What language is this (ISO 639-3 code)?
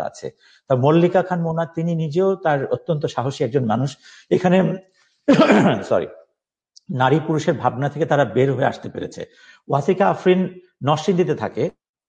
ben